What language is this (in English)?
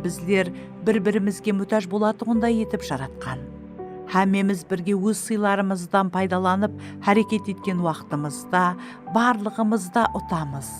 Kara-Kalpak